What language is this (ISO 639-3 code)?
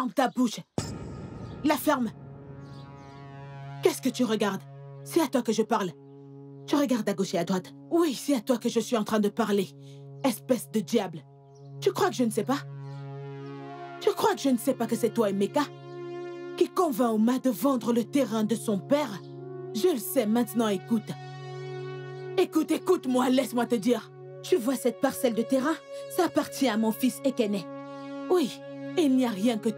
fra